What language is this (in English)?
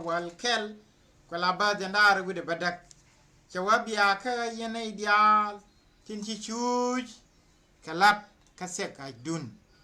Nuer